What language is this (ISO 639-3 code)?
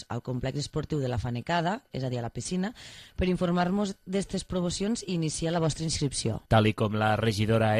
cat